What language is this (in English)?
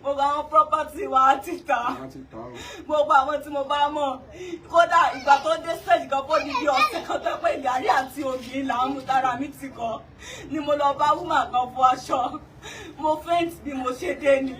Yoruba